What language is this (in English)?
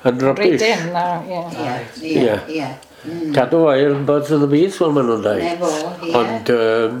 Welsh